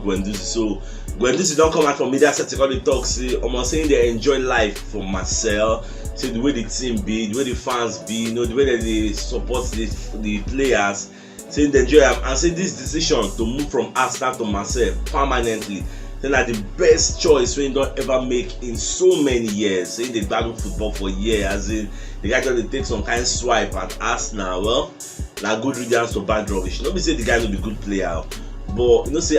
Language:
Nigerian Pidgin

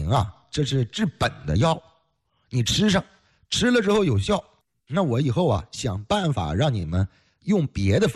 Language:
Chinese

